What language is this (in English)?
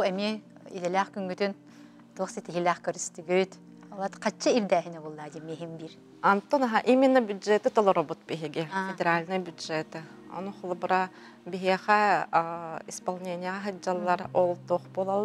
Yakut